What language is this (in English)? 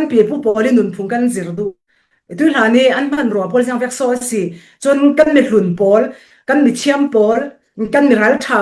Falam Chin